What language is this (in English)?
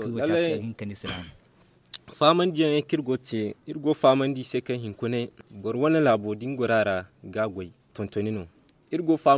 Zarma